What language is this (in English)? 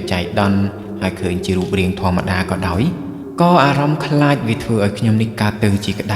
Khmer